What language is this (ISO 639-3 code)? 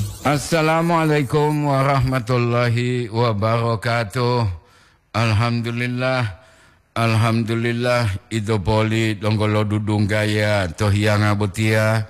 gor